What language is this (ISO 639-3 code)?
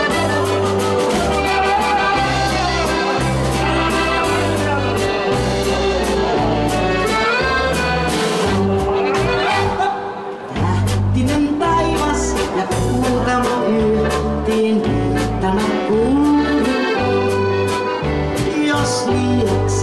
fin